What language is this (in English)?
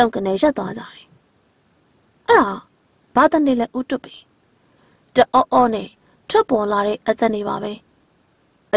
Burmese